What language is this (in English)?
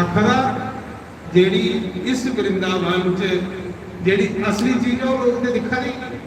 Dogri